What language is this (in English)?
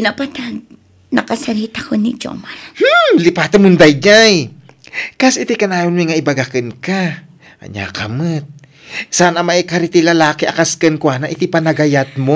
Iloko